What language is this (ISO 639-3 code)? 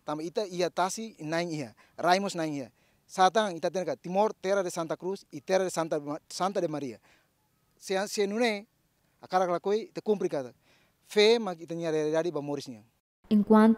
tet